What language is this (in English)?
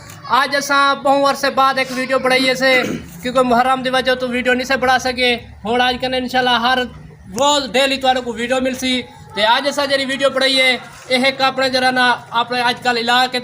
Saraiki